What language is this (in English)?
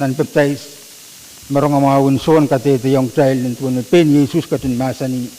Pohnpeian